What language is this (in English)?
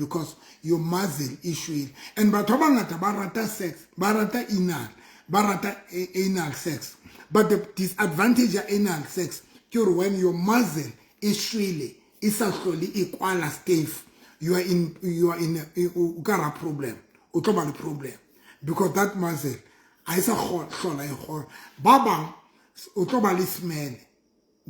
Southern Sotho